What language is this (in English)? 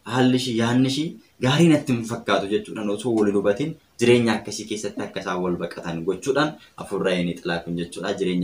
Oromo